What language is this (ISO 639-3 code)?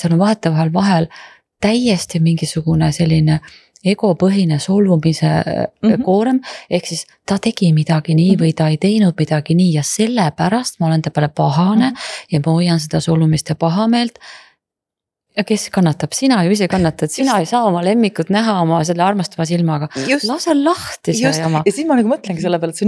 est